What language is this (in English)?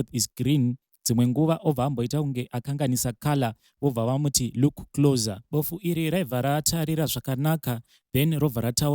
Shona